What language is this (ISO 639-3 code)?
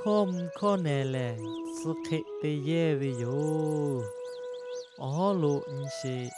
lhu